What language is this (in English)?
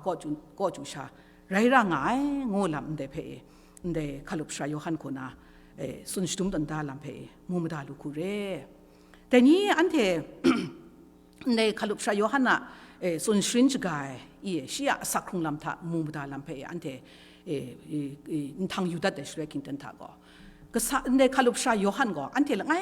Kachin